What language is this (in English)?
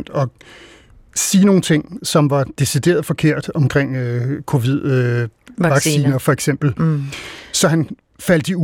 Danish